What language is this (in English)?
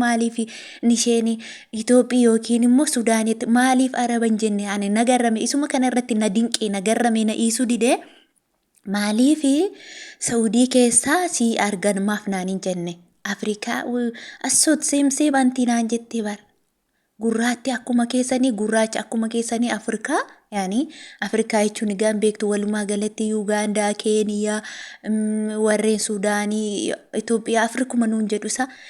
Oromo